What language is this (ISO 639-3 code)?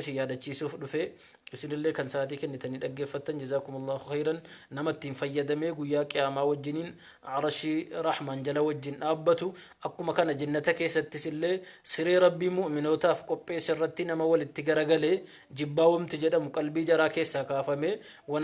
orm